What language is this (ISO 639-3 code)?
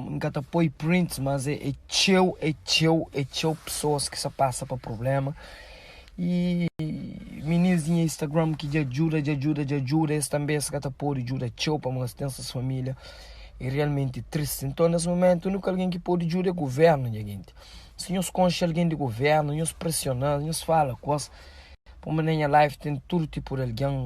kea